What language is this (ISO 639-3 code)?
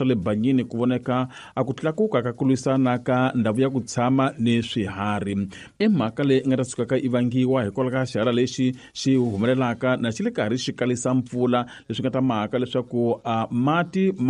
tso